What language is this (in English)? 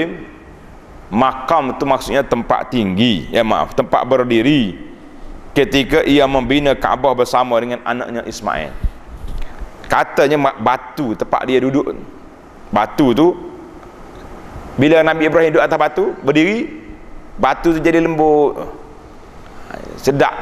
Malay